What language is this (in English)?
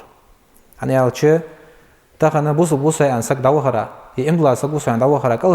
Ingush